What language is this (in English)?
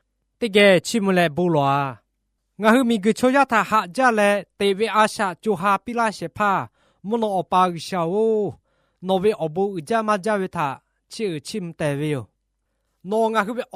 Lahu